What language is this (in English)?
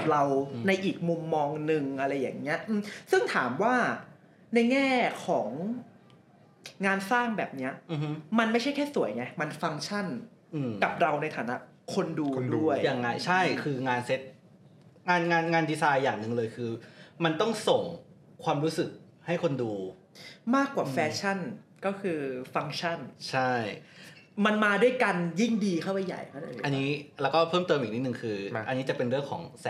Thai